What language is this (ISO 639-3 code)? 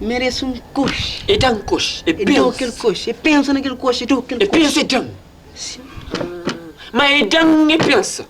kea